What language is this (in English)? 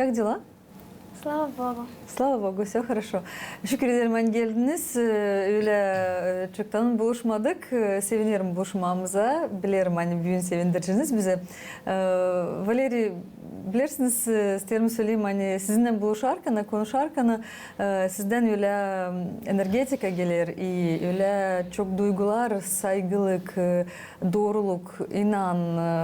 Gagauz